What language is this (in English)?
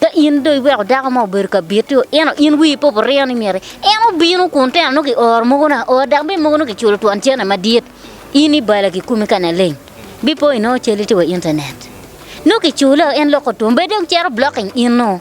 Acoli